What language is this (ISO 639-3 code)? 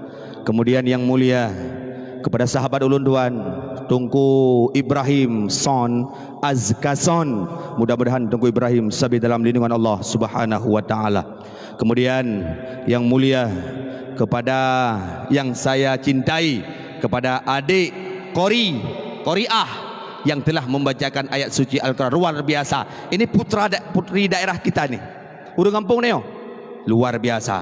ace